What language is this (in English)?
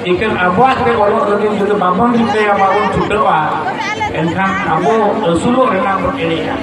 Santali